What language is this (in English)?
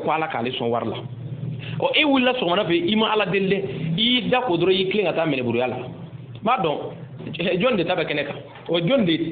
Bambara